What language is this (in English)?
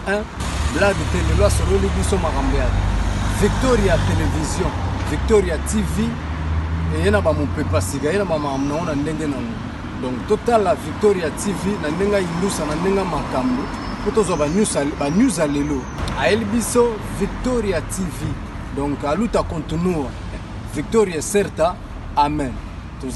Lingala